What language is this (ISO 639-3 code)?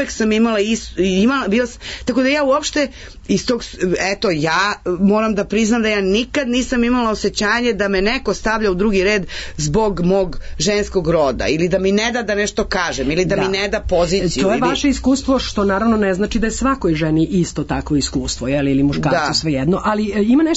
srp